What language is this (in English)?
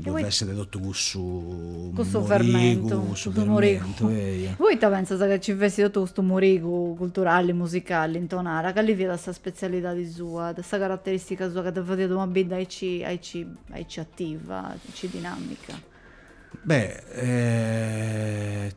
Sardinian